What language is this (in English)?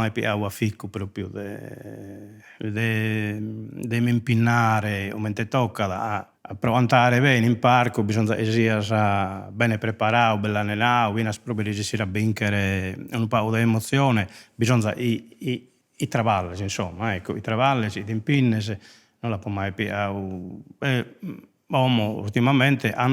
Sardinian